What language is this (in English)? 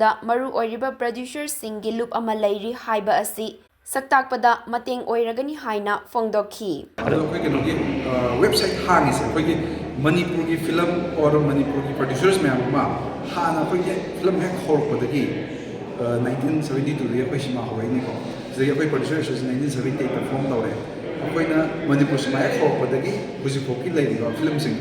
Manipuri